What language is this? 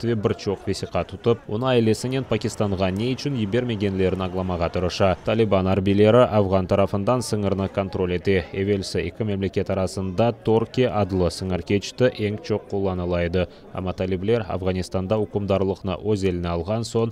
Crimean Tatar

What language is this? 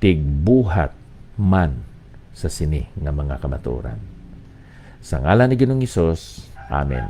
Hiligaynon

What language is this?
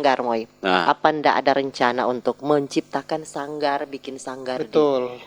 Manado Malay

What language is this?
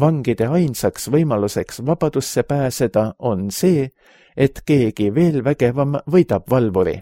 Estonian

